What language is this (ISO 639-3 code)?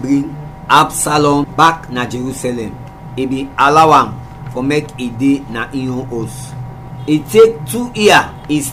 kri